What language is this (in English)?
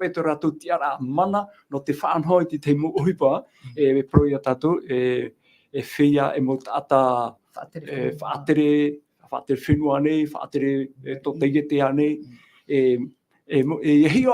Tahitian